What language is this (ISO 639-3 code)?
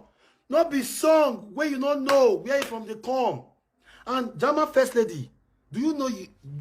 pcm